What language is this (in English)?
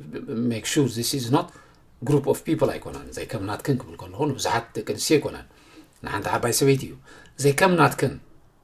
Tigrinya